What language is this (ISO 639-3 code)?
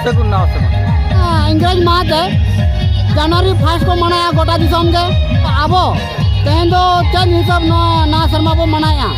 sat